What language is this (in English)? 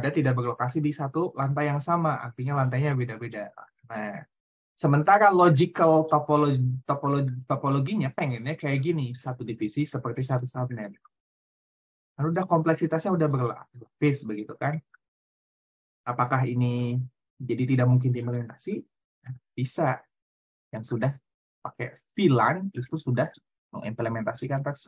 Indonesian